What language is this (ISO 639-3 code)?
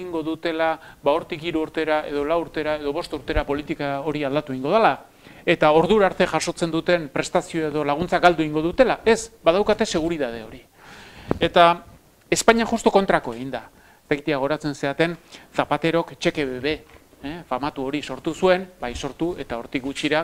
eus